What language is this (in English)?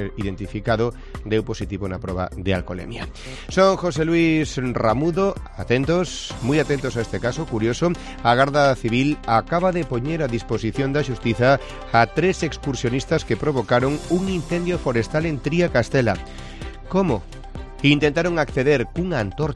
Galician